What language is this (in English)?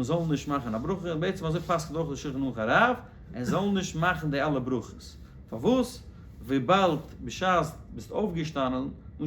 Yiddish